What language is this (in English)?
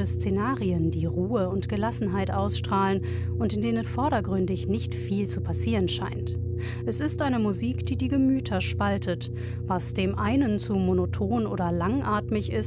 German